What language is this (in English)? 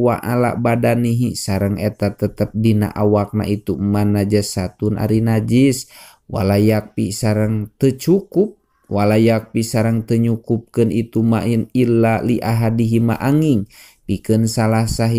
Sundanese